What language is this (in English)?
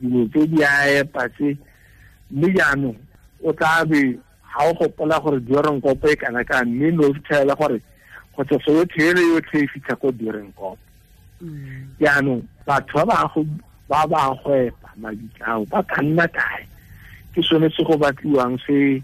Tswana